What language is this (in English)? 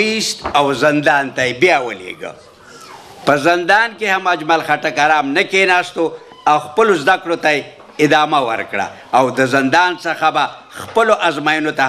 Pashto